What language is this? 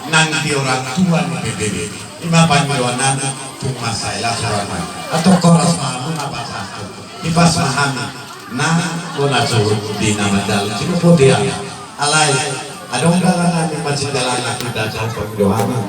Batak Toba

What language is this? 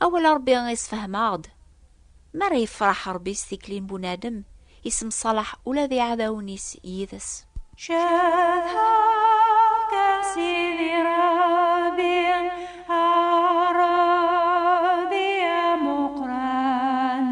Kabyle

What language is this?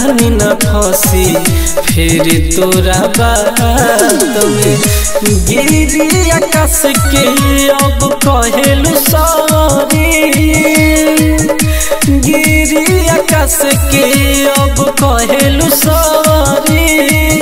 Bhojpuri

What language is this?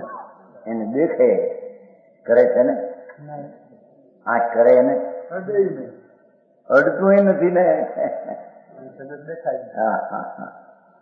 Gujarati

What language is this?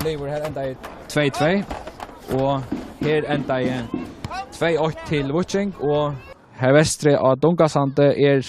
Faroese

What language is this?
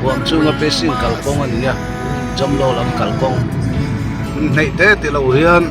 Mizo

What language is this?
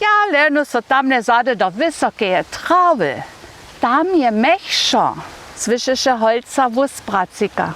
Upper Sorbian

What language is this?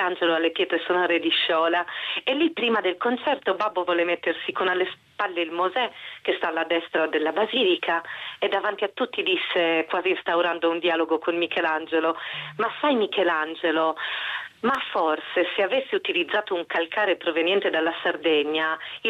Italian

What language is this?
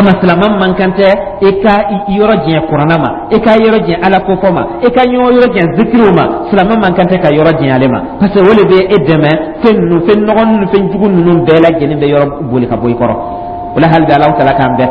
Dyula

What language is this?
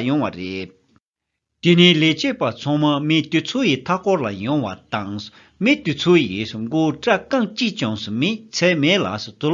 Tibetan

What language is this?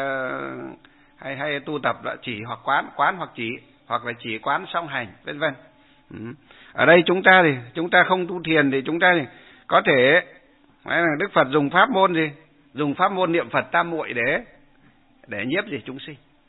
Vietnamese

